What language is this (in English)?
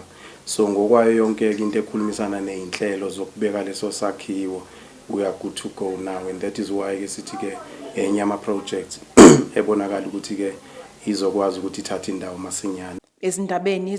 Zulu